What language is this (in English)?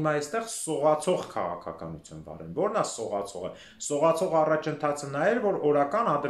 Armenian